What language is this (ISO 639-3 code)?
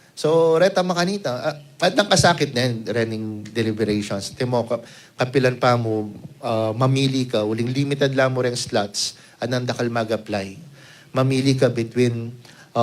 pam